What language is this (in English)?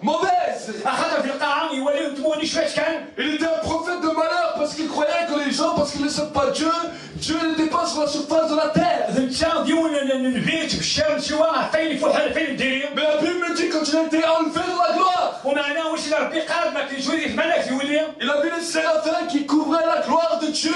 French